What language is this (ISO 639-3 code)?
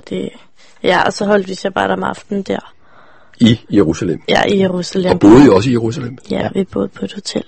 dan